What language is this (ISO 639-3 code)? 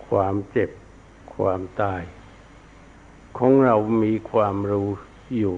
tha